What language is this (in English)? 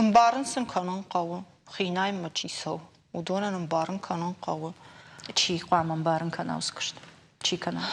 Ossetic